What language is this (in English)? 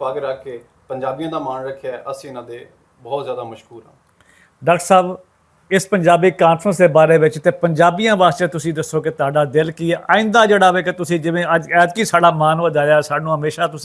Western Panjabi